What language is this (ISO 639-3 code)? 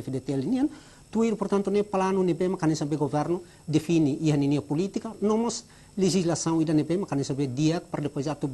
tet